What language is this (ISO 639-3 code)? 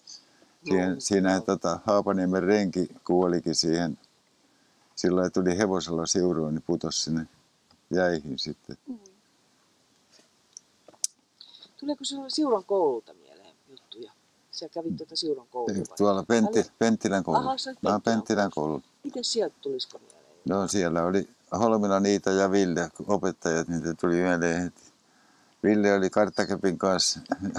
fin